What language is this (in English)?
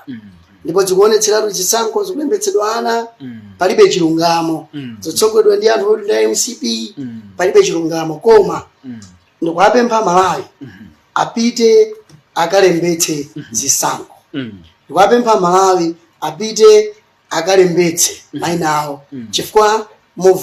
Nyanja